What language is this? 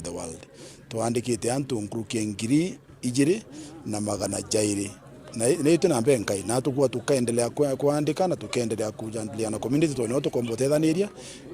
Meru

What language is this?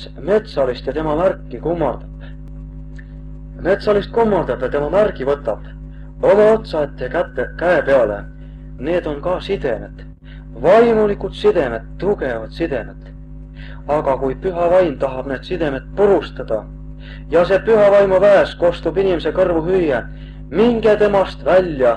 Estonian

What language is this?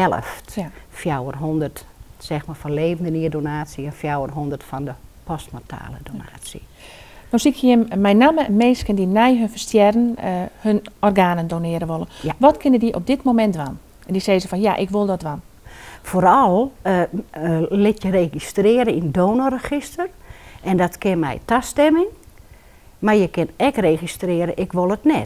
Western Frisian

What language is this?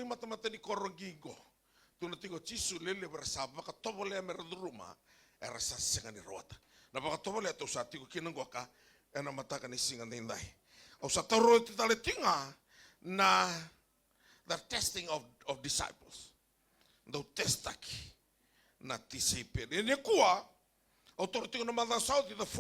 Fijian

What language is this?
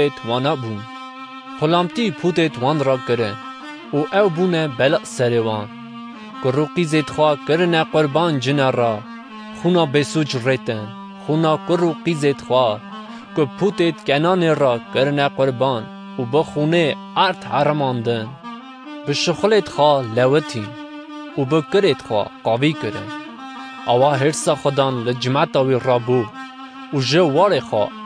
Kurdish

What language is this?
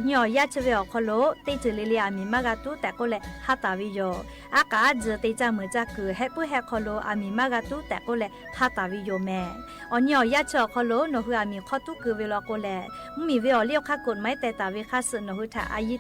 Lahu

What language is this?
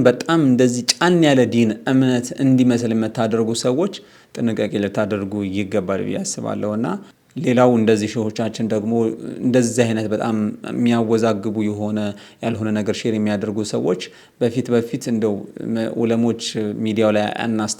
Amharic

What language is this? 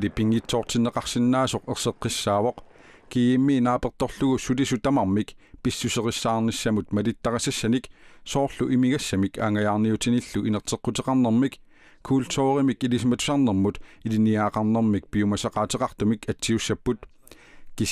Kalaallisut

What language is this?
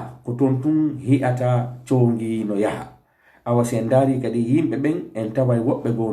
Fula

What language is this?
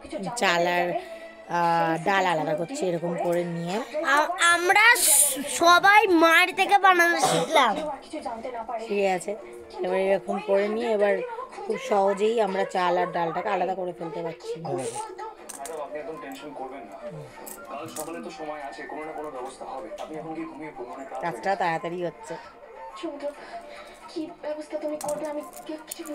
Bangla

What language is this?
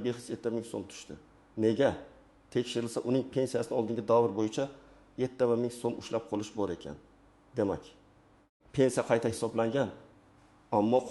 Uzbek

